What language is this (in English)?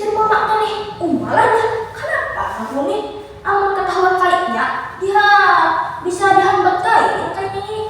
Banjar